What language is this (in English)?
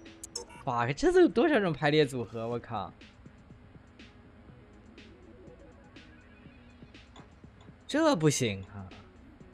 Chinese